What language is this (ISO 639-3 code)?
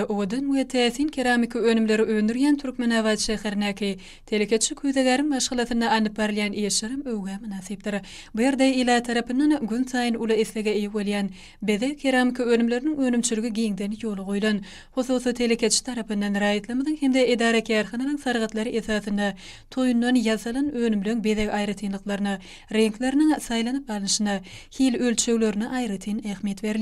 tuk